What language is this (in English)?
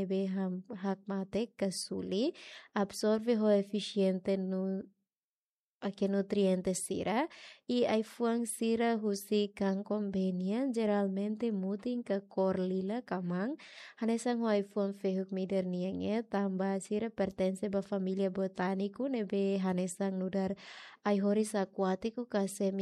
Tetum